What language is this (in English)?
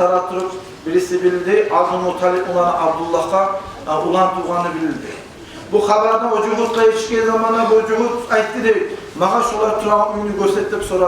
Kumyk